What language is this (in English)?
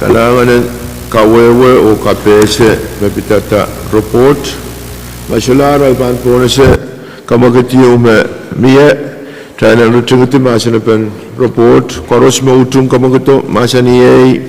Pohnpeian